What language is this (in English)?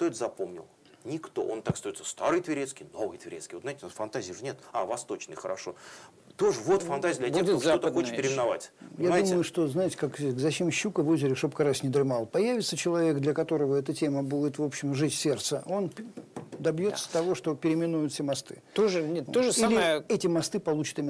Russian